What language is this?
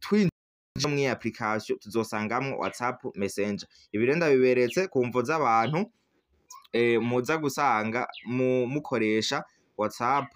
Rundi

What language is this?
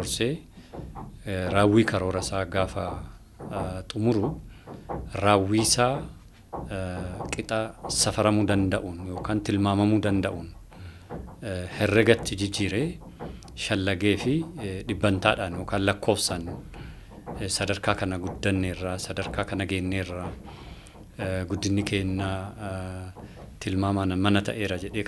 Oromo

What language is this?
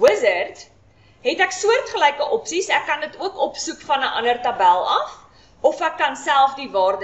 Afrikaans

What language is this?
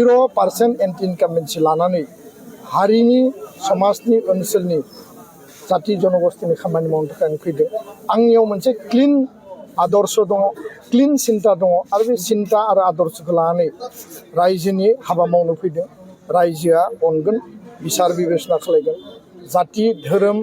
Bodo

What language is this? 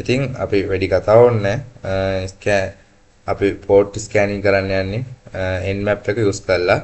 Sinhala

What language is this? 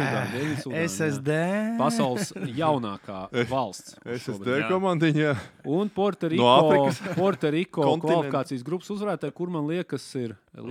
Latvian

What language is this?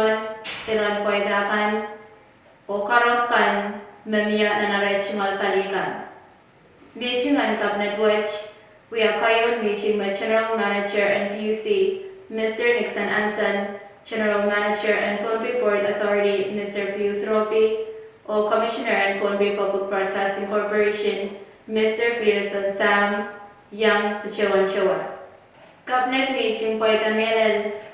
Pohnpeian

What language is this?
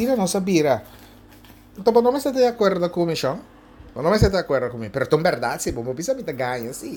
Papiamento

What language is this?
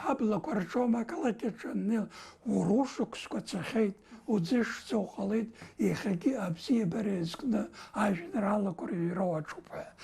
Abkhazian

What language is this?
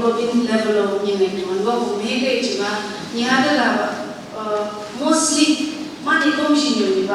Phom Naga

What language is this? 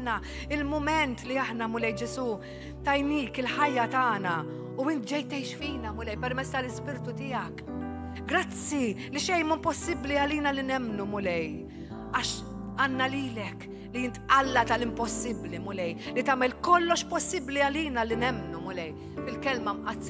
Maltese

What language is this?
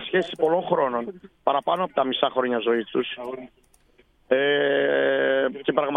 Greek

